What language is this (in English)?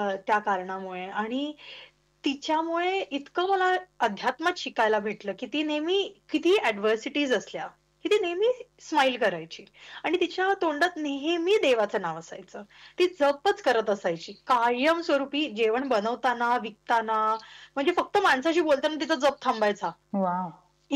Marathi